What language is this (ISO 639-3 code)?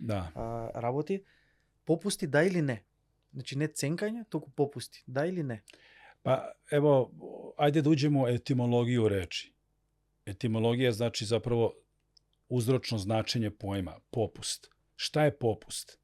mkd